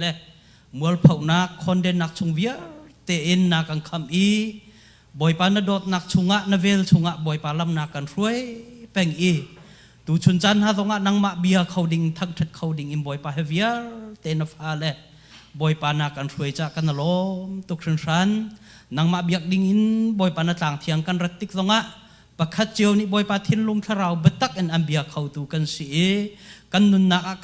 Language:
Hakha Chin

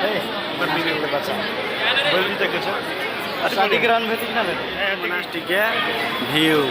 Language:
Maithili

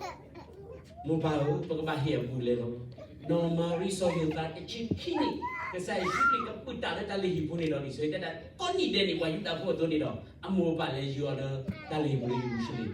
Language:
S'gaw Karen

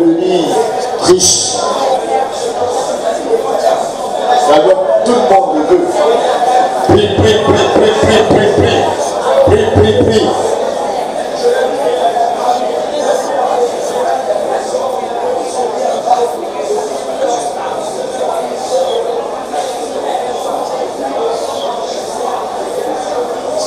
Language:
French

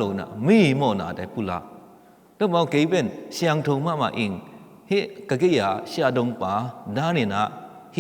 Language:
Tedim Chin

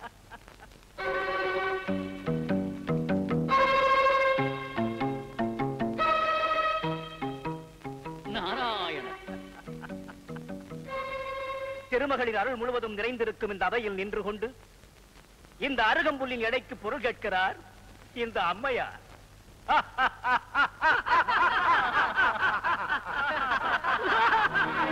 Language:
Tamil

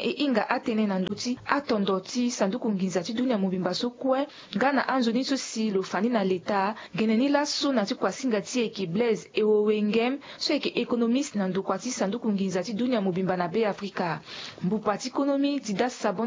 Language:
Sango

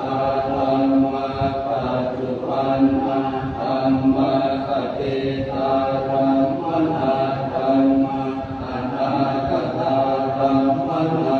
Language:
Pali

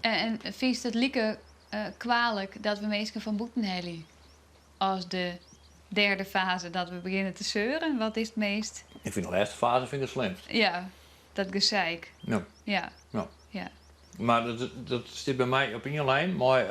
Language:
Western Frisian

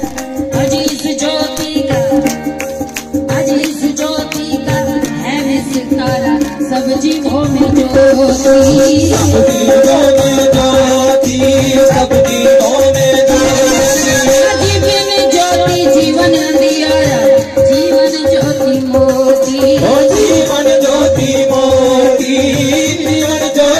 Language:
Hindi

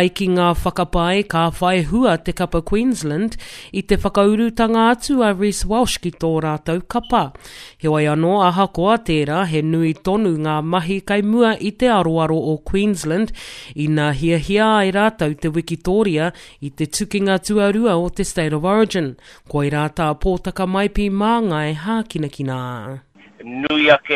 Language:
Māori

